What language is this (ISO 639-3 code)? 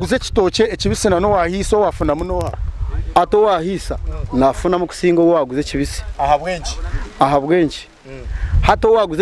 nyn